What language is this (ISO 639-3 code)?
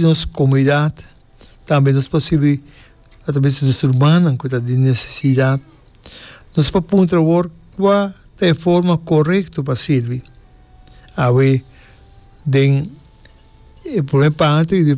pap